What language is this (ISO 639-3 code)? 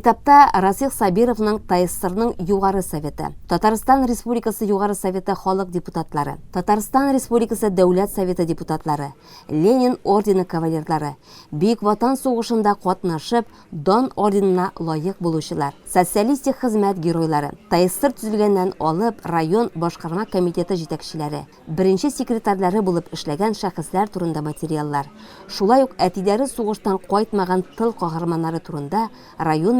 tat